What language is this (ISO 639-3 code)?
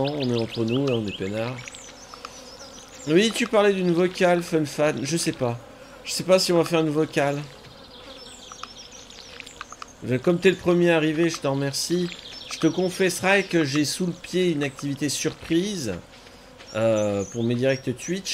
fra